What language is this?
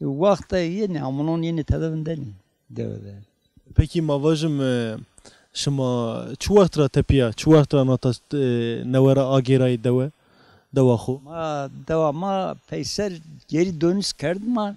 Zaza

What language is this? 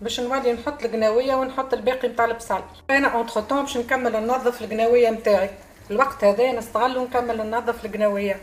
Tunisian Arabic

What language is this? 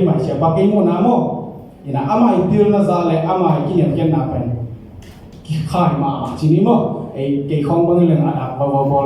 Tedim Chin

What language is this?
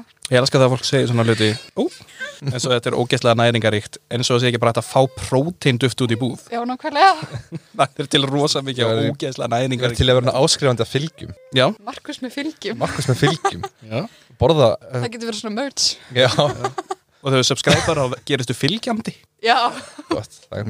Icelandic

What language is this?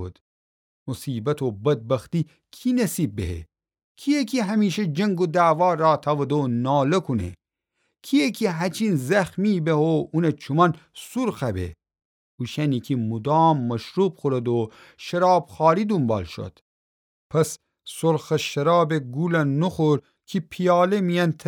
Gilaki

